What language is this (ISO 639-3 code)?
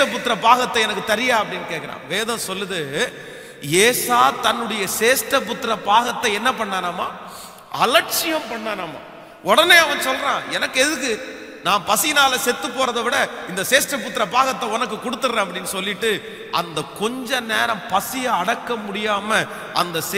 tam